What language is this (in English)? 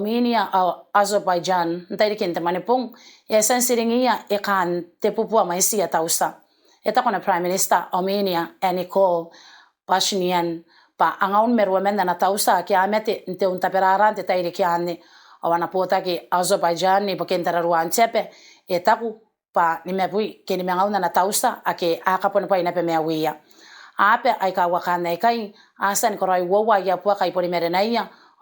Gilbertese